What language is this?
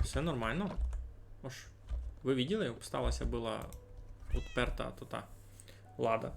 Rusyn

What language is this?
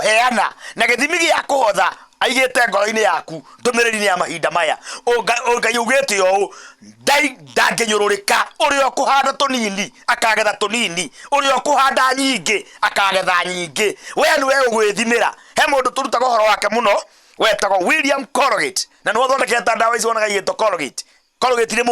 Kikuyu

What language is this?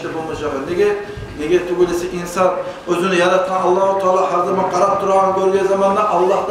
Kumyk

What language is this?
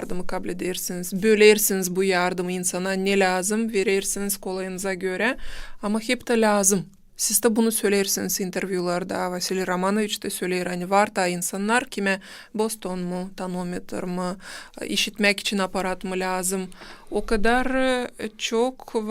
Gagauz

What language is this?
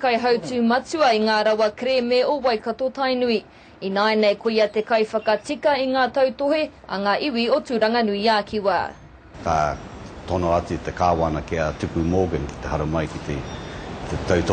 Māori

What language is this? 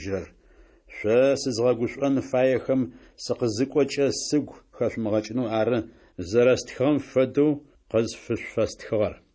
Adyghe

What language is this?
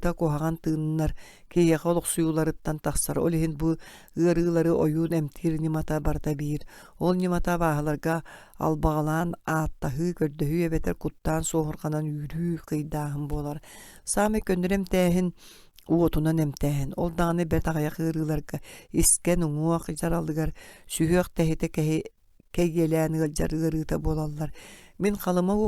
Yakut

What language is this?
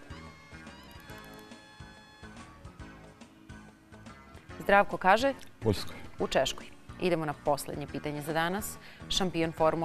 Serbian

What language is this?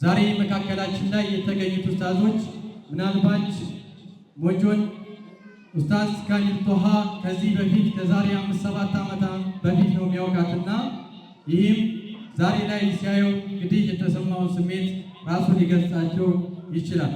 Amharic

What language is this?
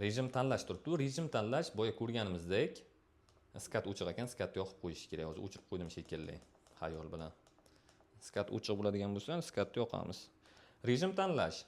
Uzbek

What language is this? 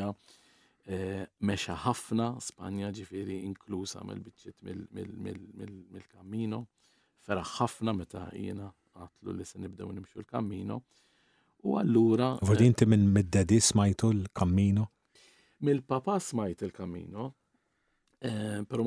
Maltese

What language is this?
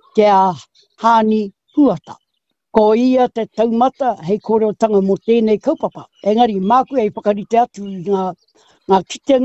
Māori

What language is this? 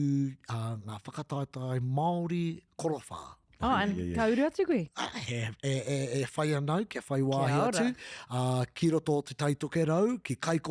Māori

